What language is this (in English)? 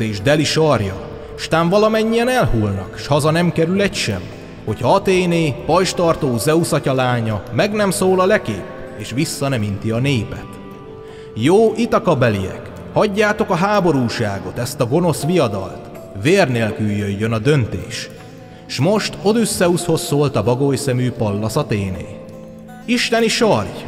Hungarian